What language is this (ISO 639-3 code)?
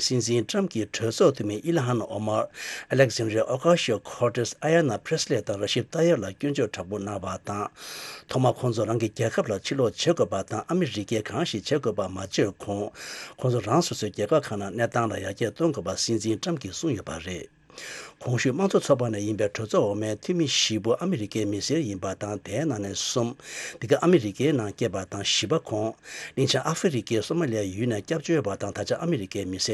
bod